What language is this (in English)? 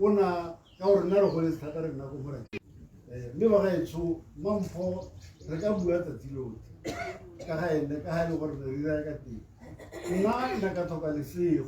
Tswana